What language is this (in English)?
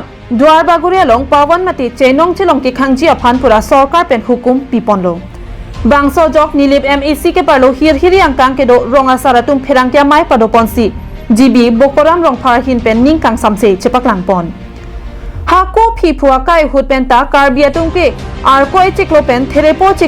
Karbi